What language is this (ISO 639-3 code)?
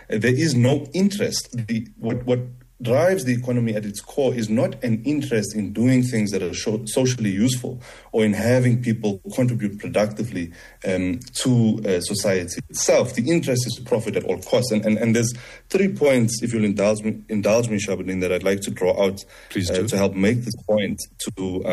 eng